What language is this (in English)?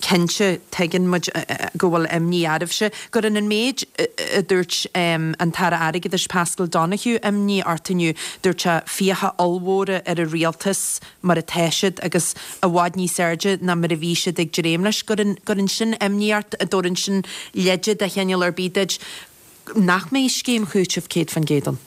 Irish